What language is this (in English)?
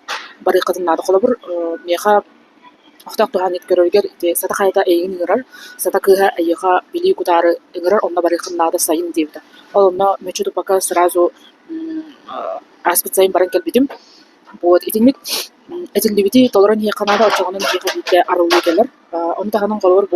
Yakut